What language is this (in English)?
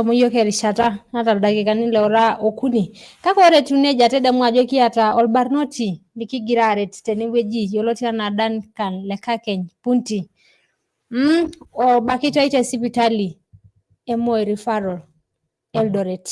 Masai